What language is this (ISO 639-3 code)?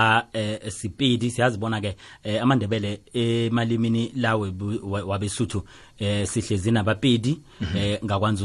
nbl